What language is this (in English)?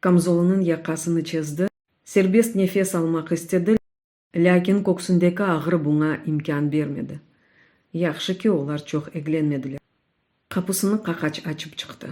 Crimean Tatar